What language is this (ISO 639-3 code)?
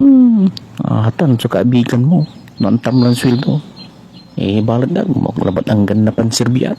pag